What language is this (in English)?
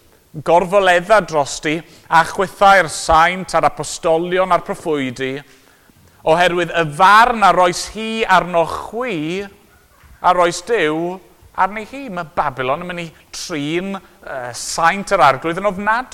Welsh